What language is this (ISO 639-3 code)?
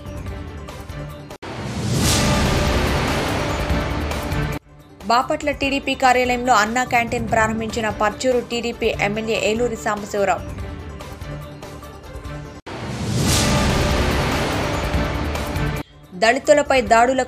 tel